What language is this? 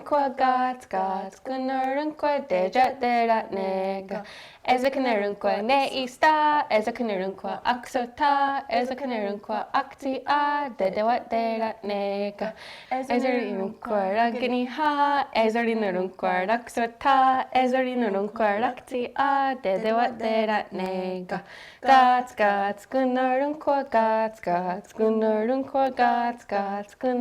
Mohawk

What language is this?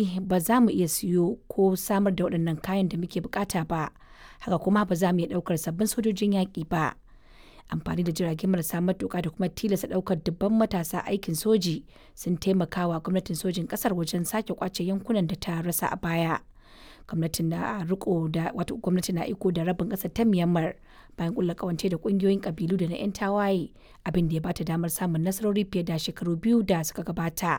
Hausa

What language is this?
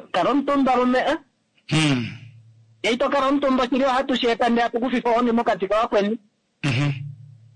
Kuanyama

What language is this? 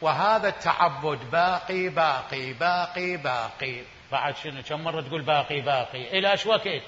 Mesopotamian Arabic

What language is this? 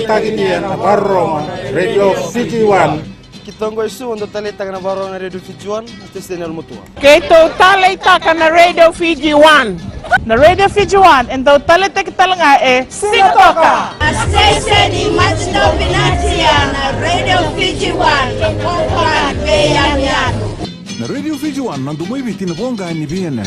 Fijian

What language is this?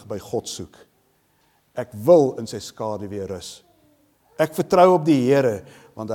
Afrikaans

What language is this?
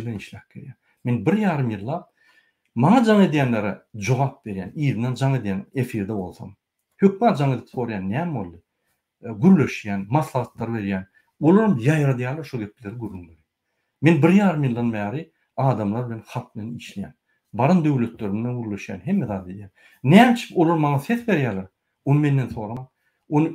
Turkmen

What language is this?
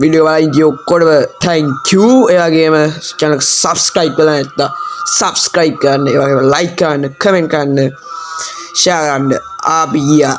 Sinhala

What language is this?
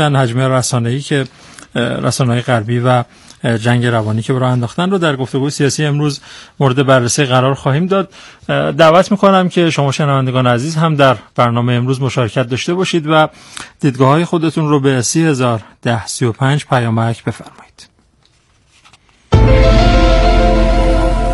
Persian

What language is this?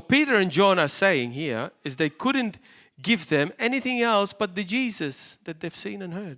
English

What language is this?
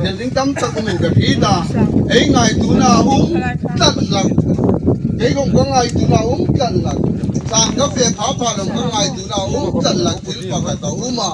Hmar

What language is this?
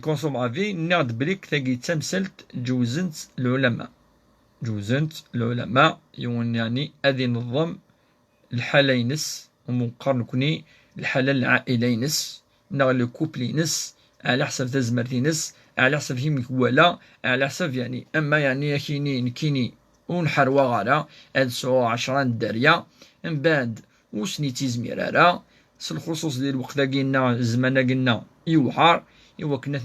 Kabyle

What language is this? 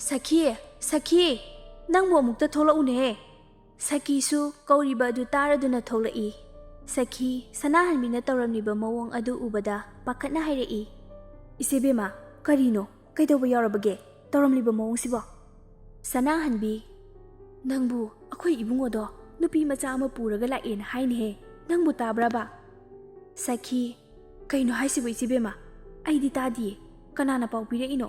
Manipuri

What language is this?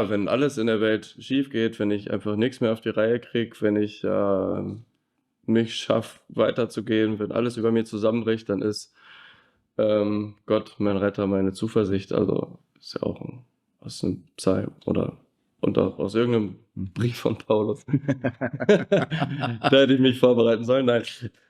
Swiss German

